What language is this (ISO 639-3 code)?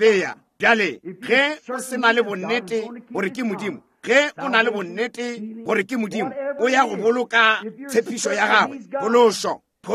nso